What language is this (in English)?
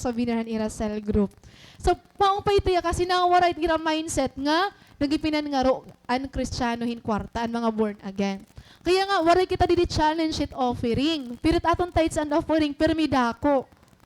Waray